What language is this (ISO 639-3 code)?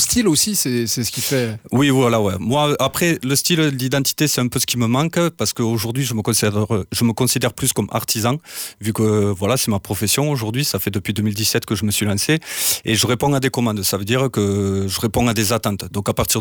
fra